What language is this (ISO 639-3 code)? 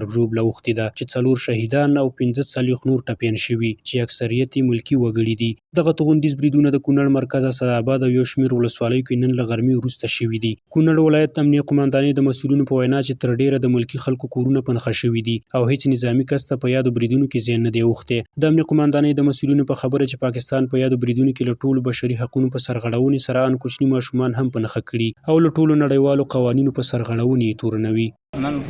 pus